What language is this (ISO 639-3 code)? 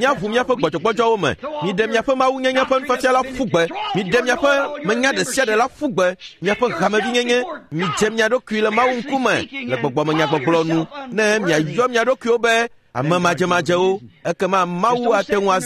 ewe